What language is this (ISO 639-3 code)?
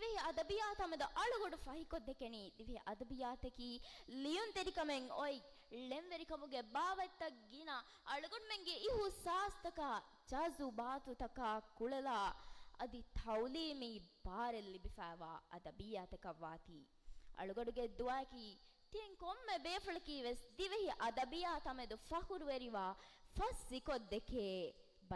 div